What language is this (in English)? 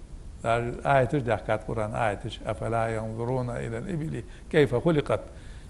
Ingush